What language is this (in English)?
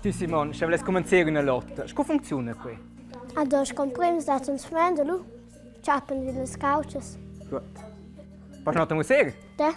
Romansh